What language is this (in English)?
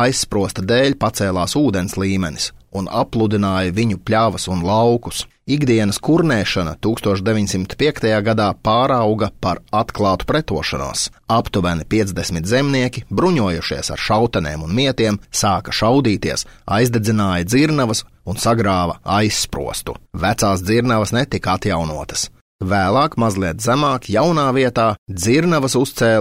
Latvian